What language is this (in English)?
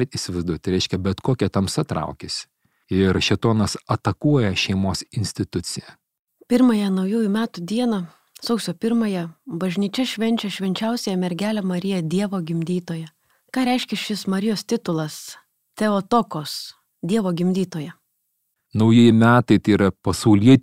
Lithuanian